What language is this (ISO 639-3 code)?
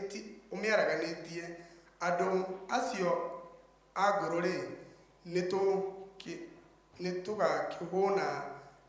kik